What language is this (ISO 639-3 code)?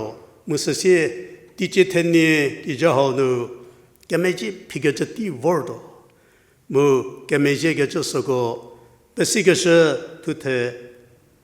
njm